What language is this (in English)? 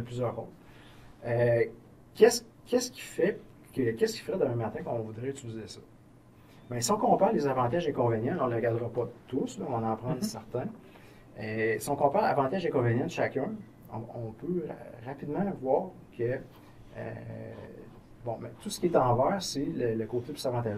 French